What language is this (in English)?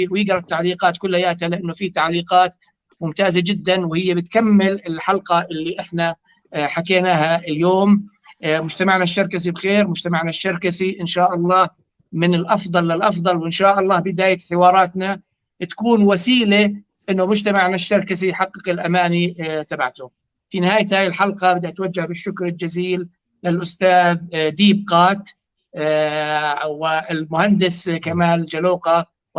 North Levantine Arabic